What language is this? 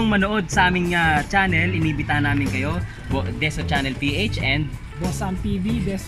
Filipino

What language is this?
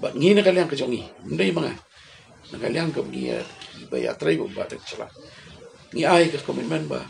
Khasi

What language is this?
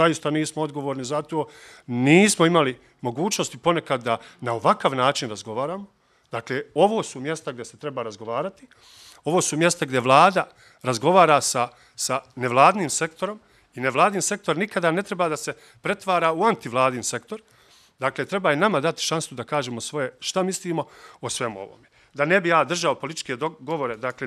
Bosnian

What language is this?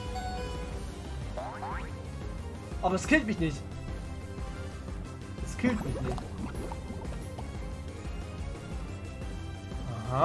German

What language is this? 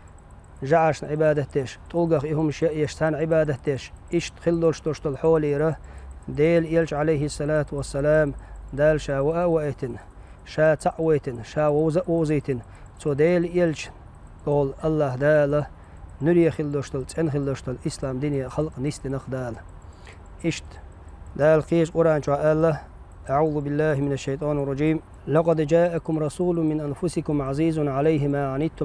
Chechen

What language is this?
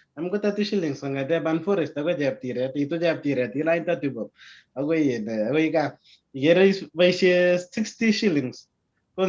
Kalenjin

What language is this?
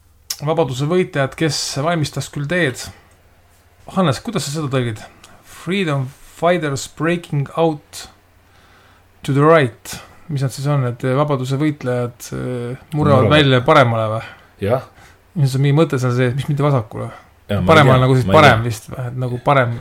Estonian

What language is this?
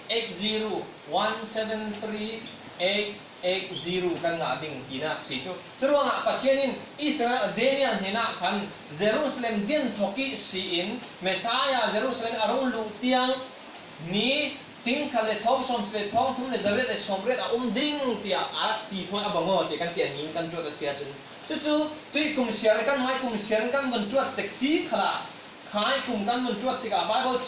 Falam Chin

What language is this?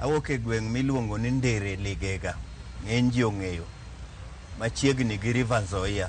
Luo (Kenya and Tanzania)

